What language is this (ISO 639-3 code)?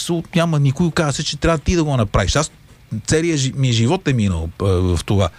bul